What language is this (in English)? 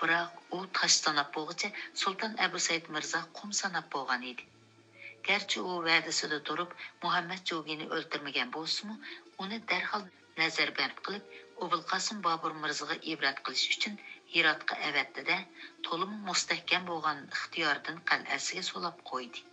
Uyghur